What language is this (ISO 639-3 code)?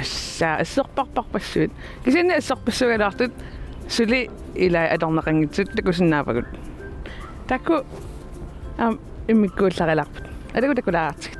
kal